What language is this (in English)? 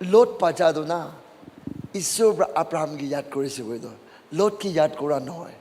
Naga Pidgin